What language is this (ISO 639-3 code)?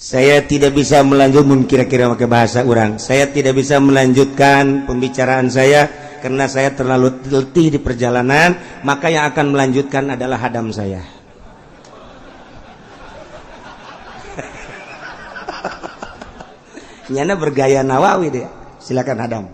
sun